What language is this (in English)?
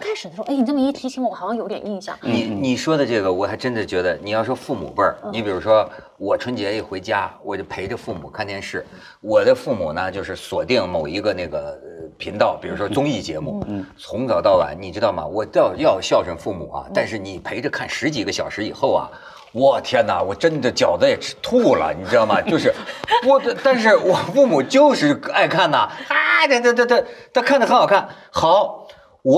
Chinese